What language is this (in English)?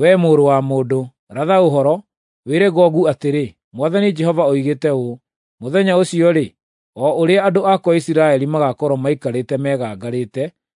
Kikuyu